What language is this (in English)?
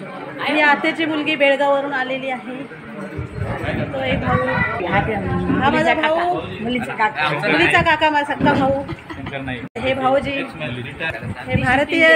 Marathi